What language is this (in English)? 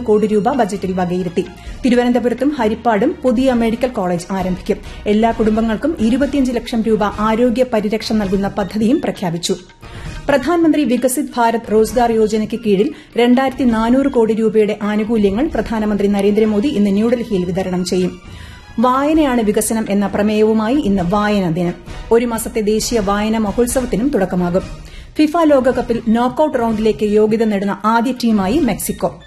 Malayalam